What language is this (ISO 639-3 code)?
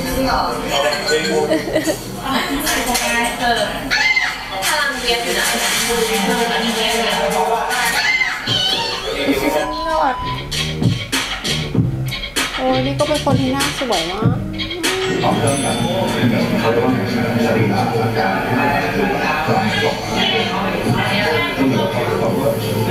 tha